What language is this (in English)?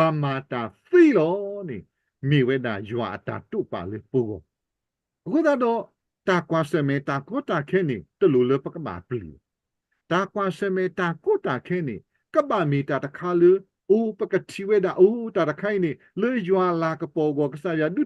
S'gaw Karen